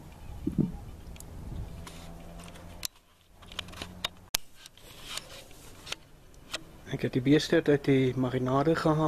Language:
Afrikaans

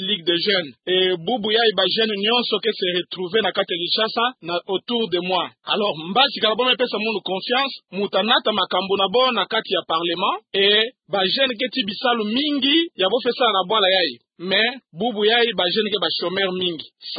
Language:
Kituba (Democratic Republic of Congo)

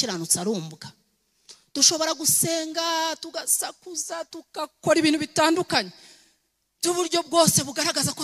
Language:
Kinyarwanda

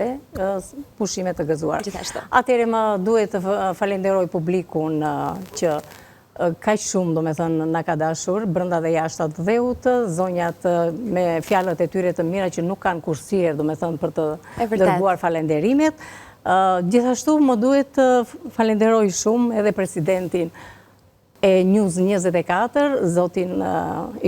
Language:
Albanian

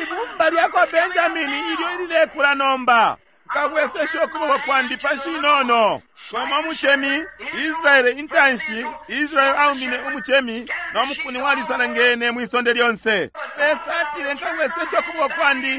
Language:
Bemba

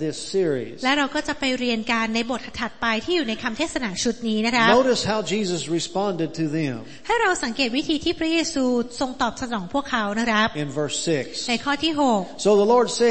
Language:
Thai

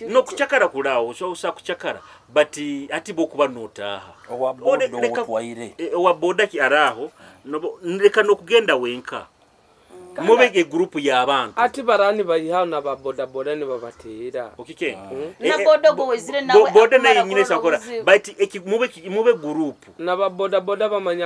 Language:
Nyoro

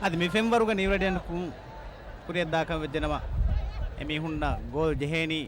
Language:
Divehi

